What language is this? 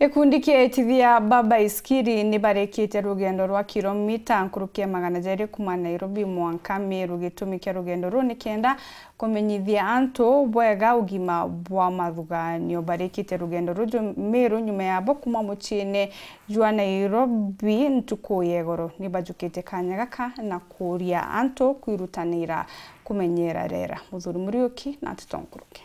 Meru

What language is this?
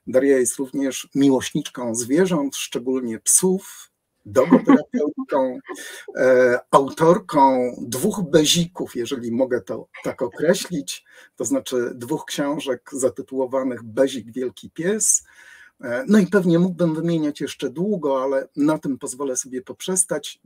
Polish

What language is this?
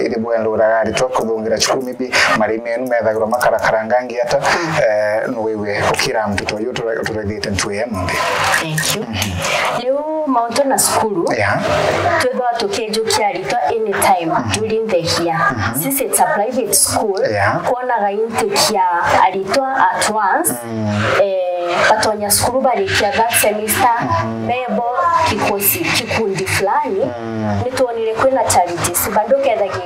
Meru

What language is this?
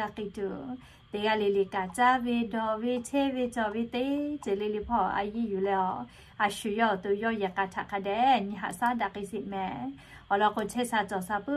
Lahu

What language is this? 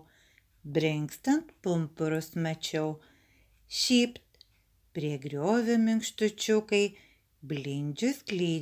Lithuanian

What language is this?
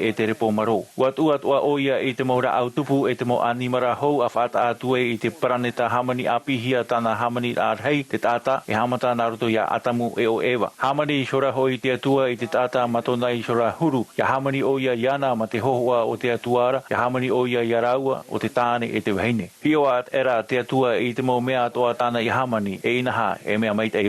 Tahitian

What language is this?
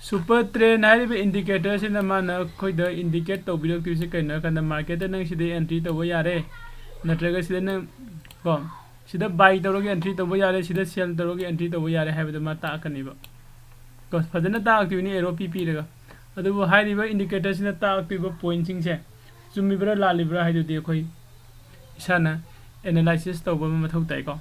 Manipuri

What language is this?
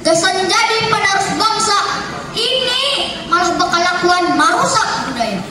Banjar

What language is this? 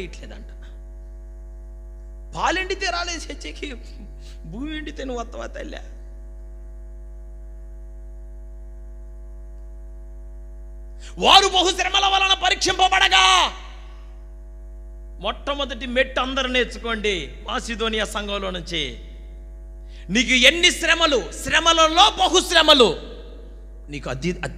Telugu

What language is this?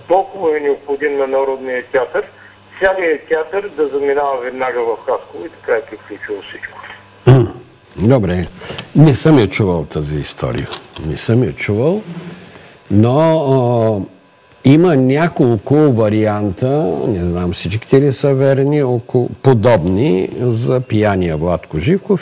Bulgarian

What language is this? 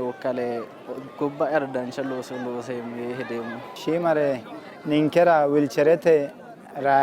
Sidamo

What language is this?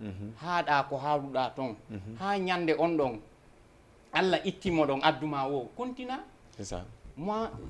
Fula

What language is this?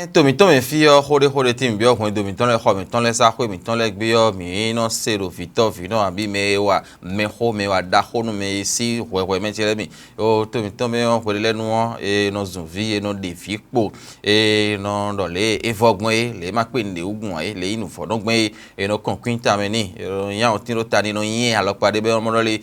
Fon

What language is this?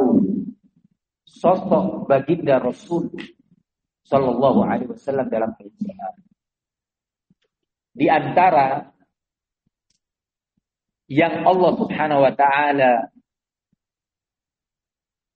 Indonesian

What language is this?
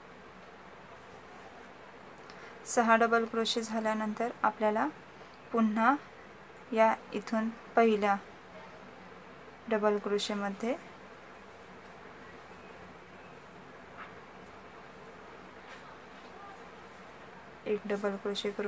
Marathi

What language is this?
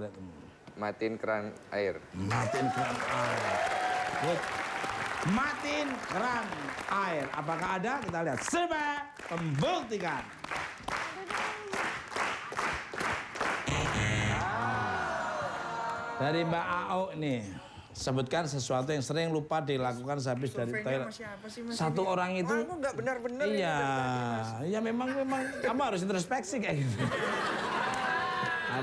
Indonesian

